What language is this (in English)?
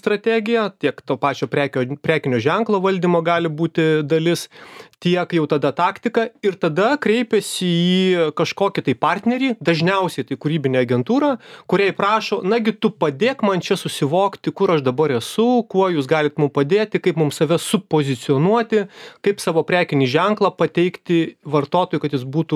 Lithuanian